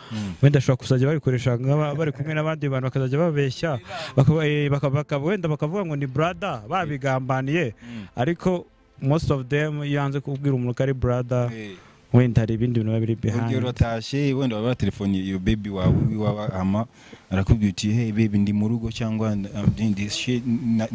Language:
Kinyarwanda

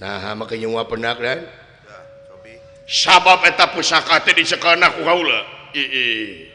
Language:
Sundanese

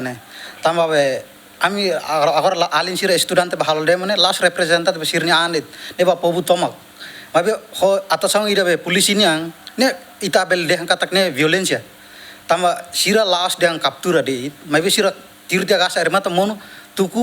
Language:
Tetum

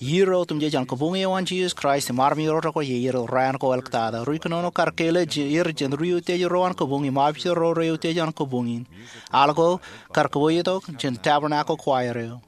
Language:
Marshallese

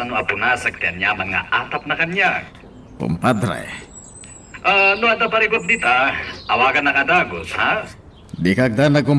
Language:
Iloko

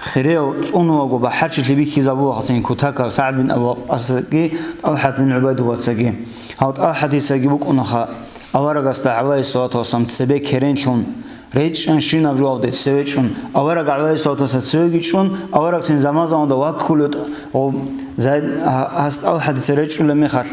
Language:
Avaric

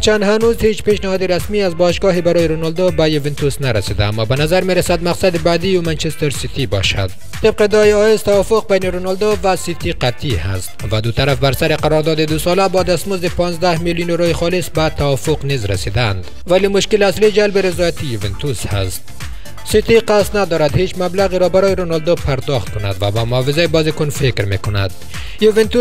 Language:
Persian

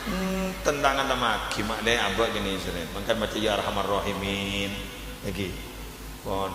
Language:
Madurese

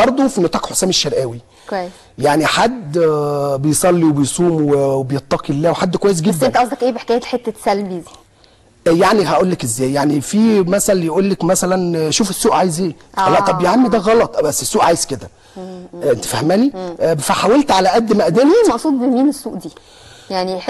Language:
Egyptian Arabic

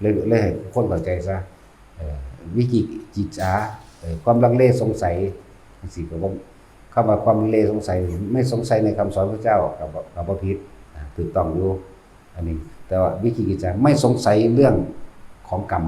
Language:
Northeastern Thai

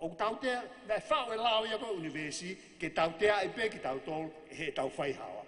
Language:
Tongan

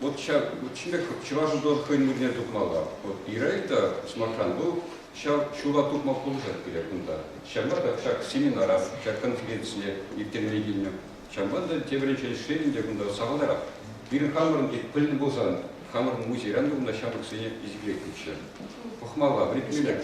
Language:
Chuvash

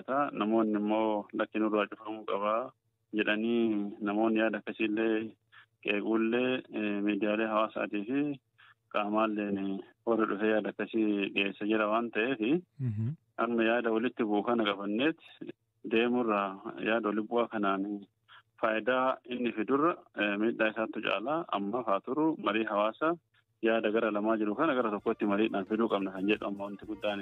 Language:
Oromo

